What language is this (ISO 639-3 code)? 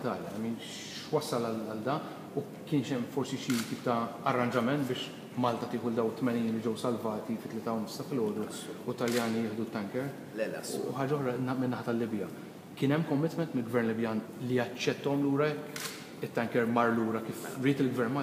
mlt